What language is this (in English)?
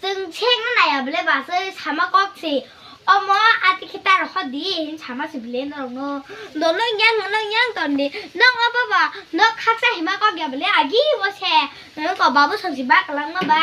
Kok Borok